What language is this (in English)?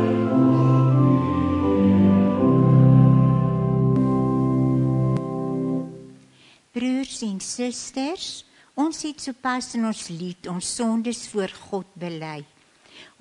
Afrikaans